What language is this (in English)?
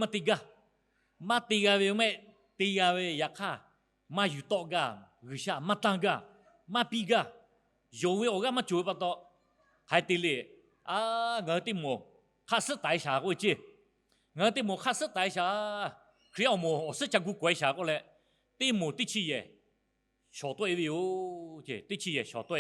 Lahu